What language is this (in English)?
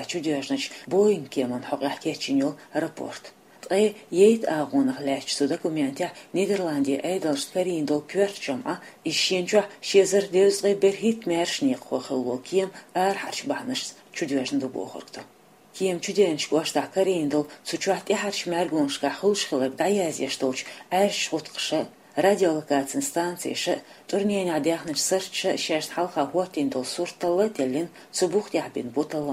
Chechen